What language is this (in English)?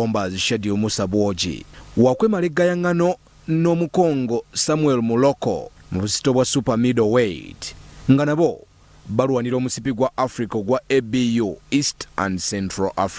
Ganda